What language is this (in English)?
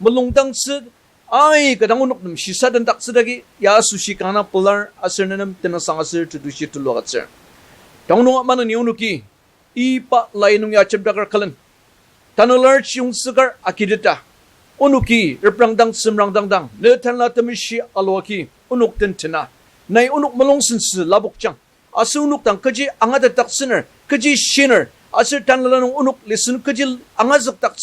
Ao Naga